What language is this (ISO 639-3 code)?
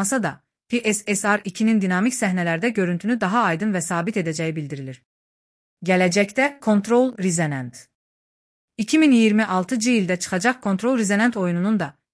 aze